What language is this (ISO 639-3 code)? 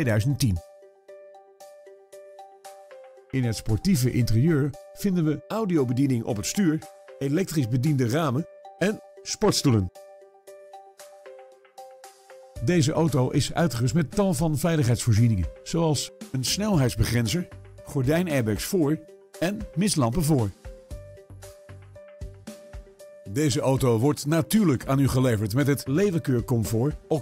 nld